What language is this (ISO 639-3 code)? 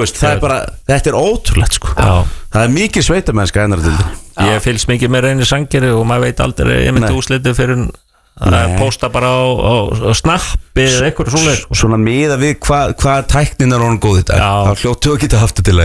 isl